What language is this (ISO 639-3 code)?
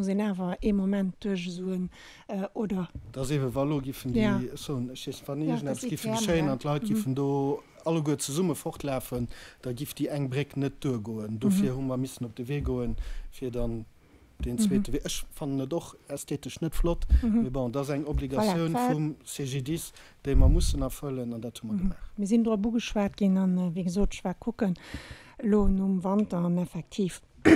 ltz